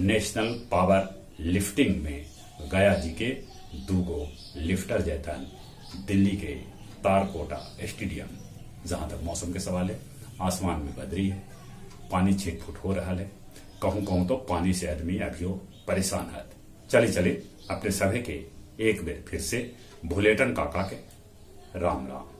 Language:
Magahi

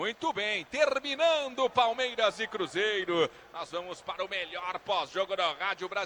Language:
Portuguese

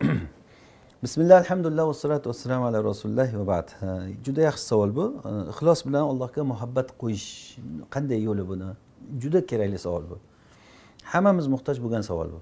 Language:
Uzbek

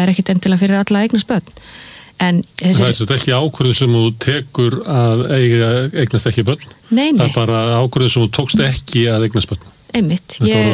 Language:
Icelandic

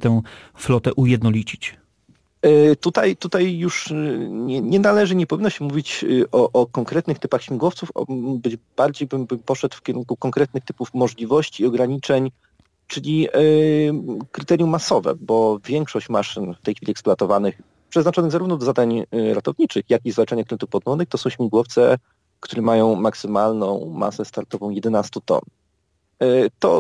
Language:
Polish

